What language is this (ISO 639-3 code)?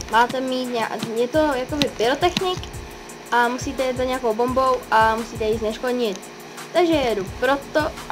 ces